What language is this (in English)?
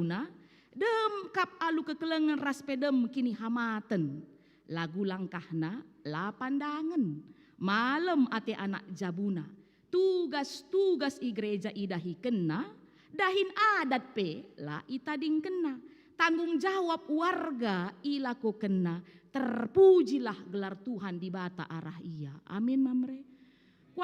Batak Karo